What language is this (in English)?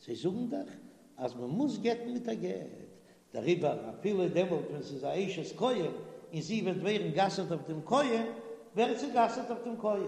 Yiddish